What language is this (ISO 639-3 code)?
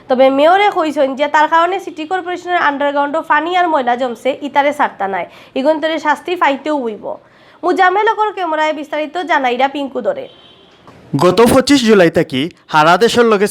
syl